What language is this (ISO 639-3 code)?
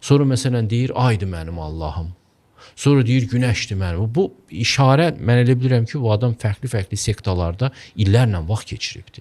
aze